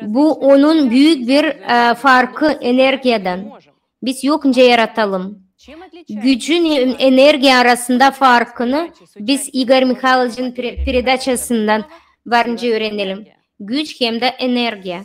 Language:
Gagauz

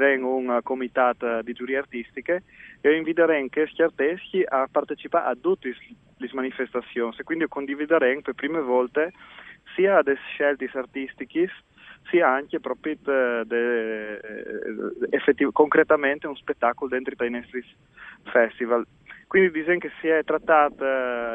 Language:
Friulian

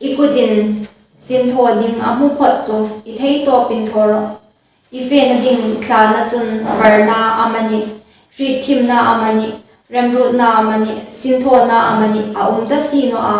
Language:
Hmar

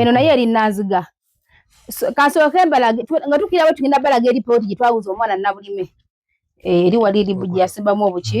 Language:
Ganda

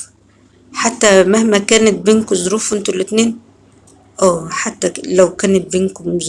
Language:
Egyptian Arabic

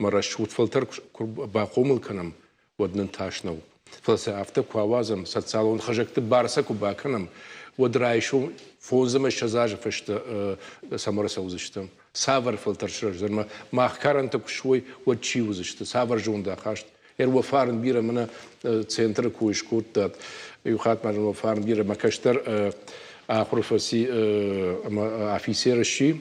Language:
Ossetic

